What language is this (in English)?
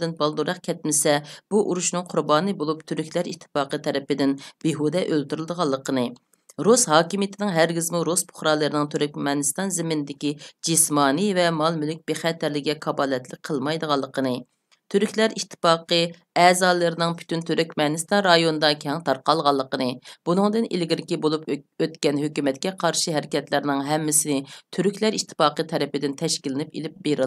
Uyghur